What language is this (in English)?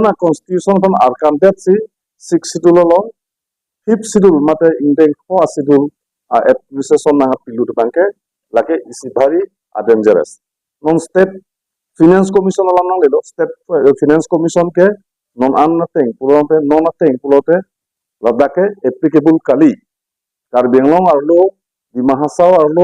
Karbi